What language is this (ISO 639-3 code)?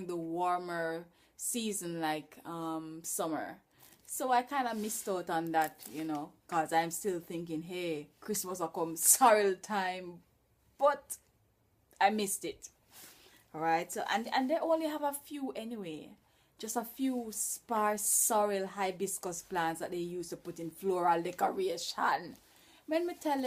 jam